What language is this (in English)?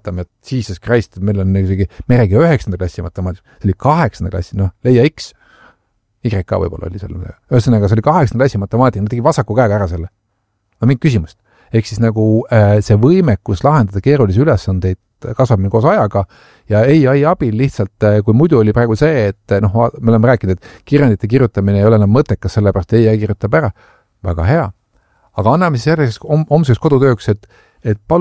Estonian